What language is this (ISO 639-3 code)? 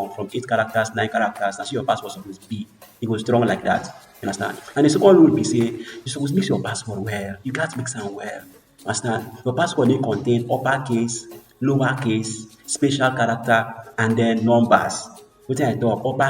pcm